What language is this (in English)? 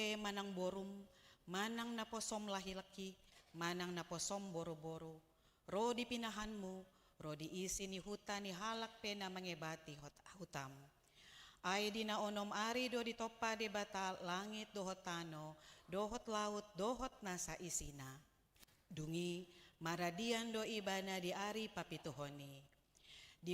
Batak Toba